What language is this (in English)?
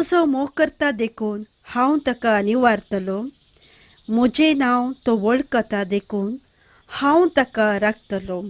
Konkani